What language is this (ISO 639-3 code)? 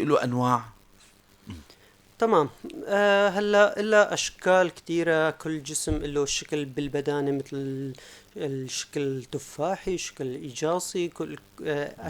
apc